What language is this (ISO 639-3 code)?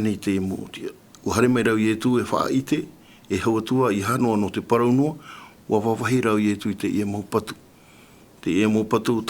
tah